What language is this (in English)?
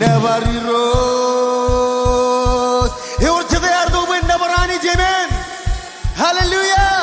Marshallese